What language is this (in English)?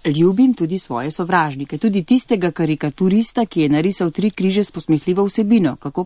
Slovenian